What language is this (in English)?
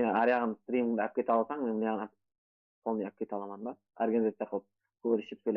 Kara-Kalpak